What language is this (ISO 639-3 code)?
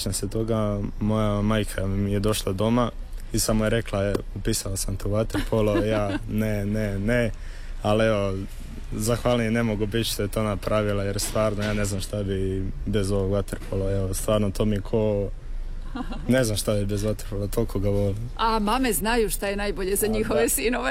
hrv